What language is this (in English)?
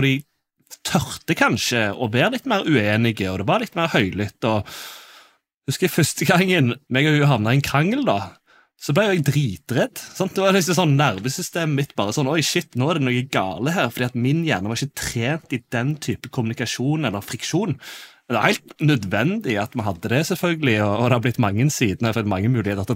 Norwegian